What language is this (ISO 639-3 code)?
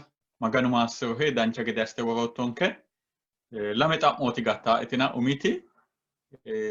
sid